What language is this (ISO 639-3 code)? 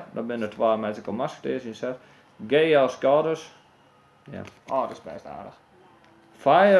fry